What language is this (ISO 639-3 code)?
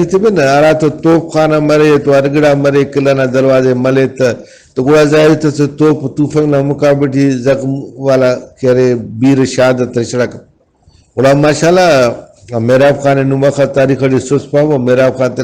brh